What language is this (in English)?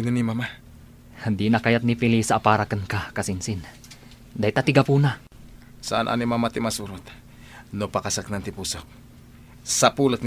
Iloko